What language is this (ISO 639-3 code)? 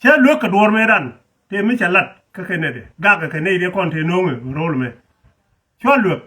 nus